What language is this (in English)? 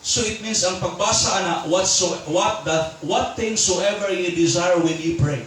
Cebuano